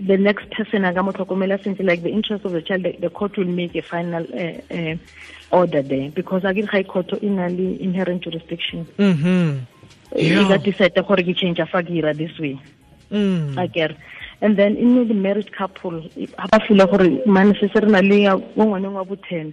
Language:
Tswana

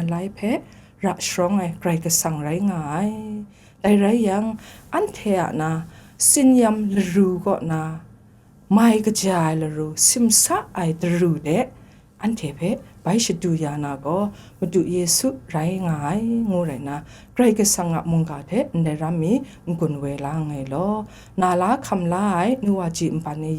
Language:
Kachin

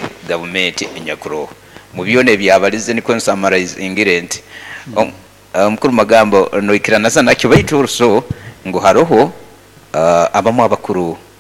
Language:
Nyoro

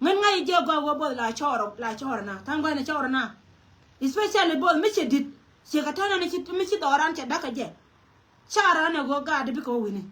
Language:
Nuer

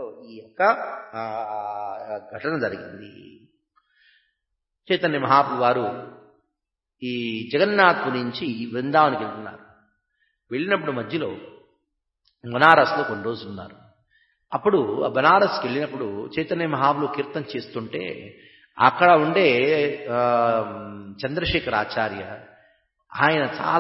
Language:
Telugu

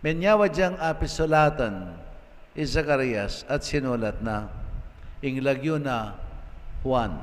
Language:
Pampanga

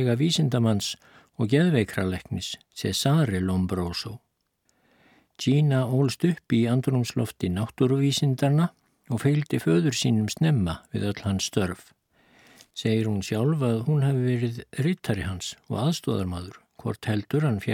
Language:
Icelandic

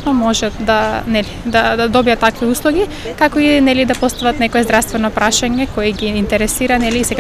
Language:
Macedonian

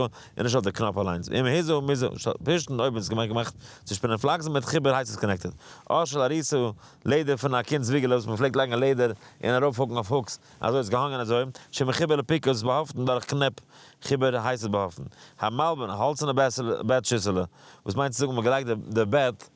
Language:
Yiddish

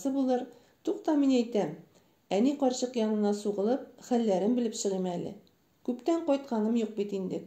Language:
Tatar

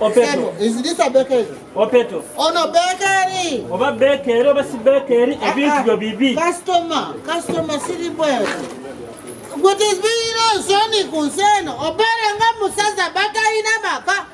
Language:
Ganda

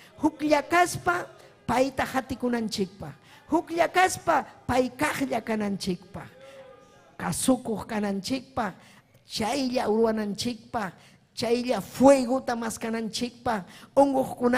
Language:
Ayacucho Quechua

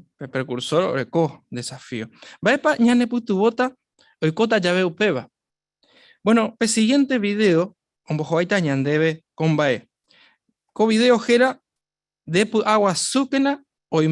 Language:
Guarani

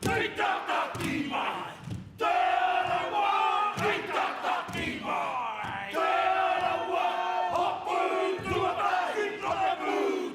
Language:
Māori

